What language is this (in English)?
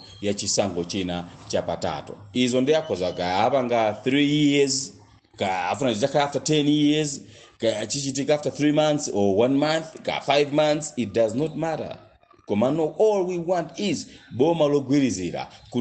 Nyanja